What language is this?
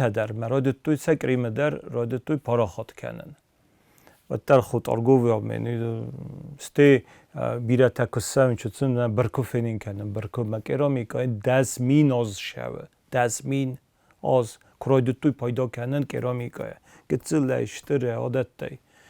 Ossetic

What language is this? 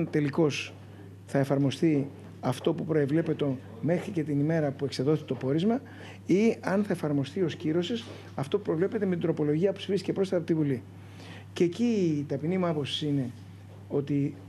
Greek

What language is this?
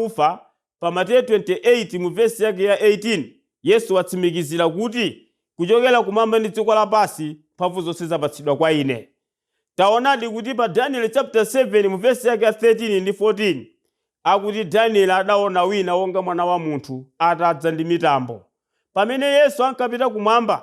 Nyanja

